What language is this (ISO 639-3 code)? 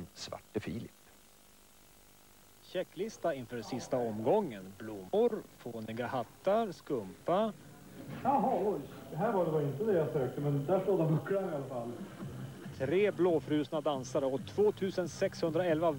swe